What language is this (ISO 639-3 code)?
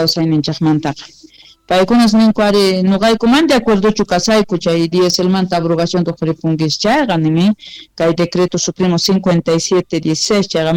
que